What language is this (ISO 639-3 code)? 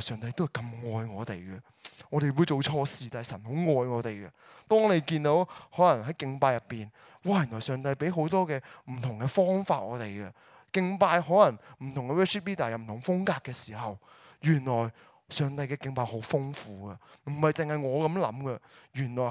yue